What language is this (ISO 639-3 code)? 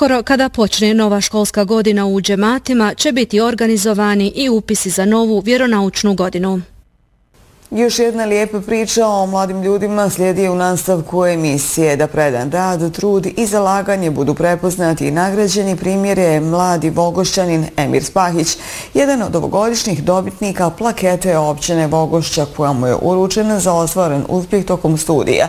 bos